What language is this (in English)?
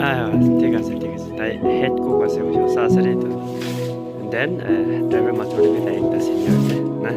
Naga Pidgin